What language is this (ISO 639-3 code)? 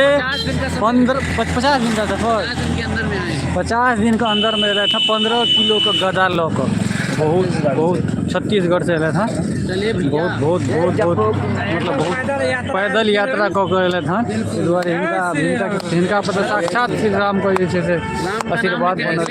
mai